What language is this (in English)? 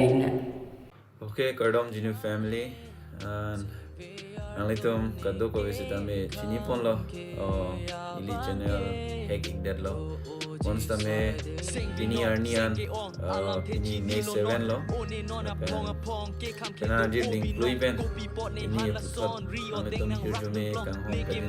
Karbi